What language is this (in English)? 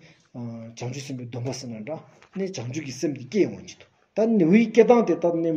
Stod Bhoti